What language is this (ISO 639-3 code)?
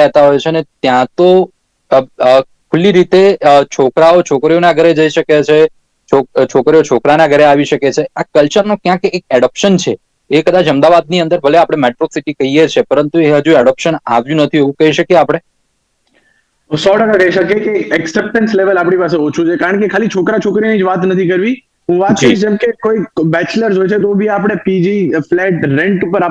guj